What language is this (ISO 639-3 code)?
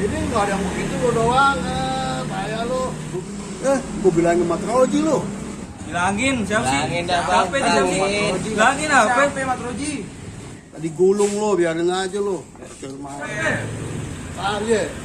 bew